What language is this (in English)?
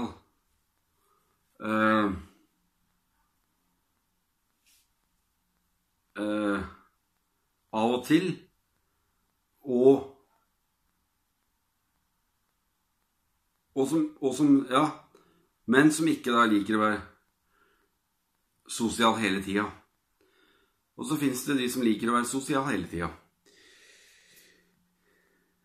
Norwegian